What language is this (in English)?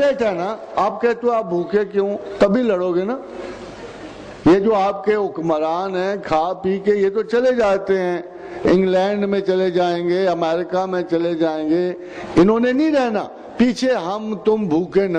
Urdu